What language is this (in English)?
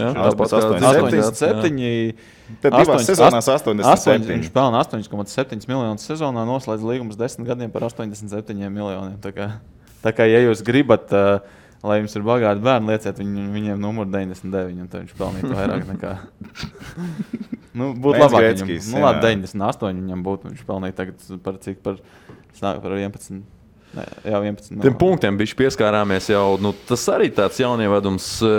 Latvian